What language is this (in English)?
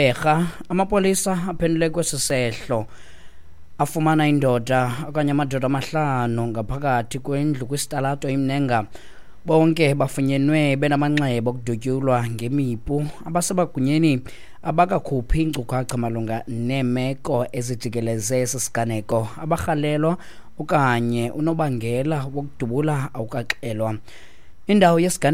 Xhosa